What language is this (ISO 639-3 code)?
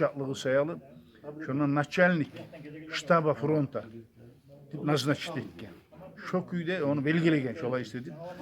kum